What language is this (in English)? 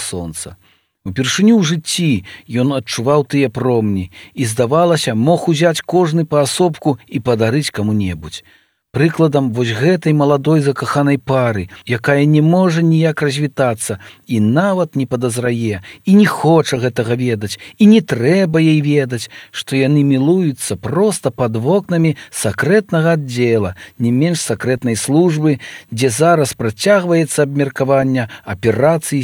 Belarusian